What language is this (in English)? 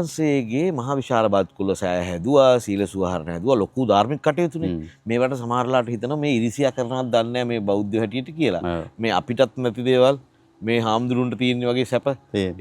Sinhala